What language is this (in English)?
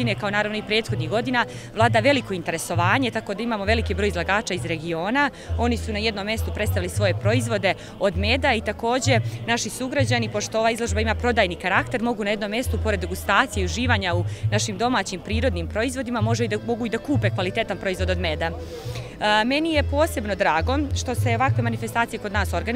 Bosnian